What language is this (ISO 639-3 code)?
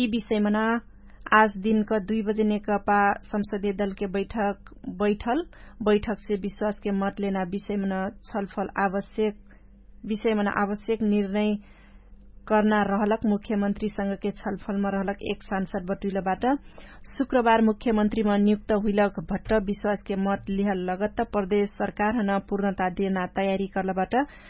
thl